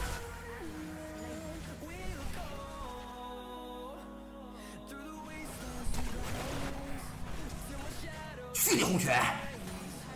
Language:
Chinese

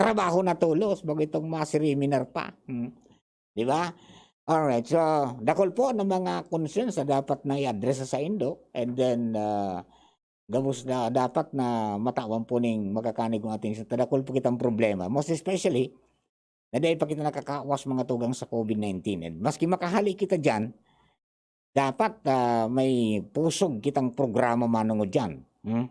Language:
Bikol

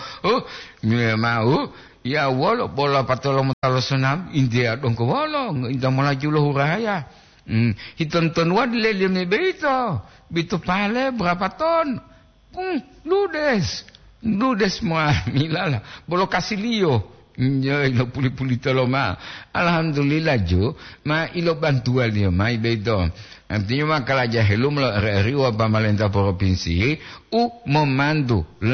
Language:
Gorontalo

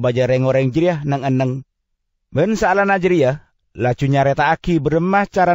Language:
Indonesian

